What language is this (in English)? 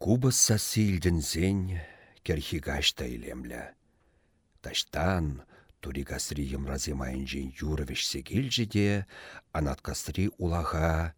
Chuvash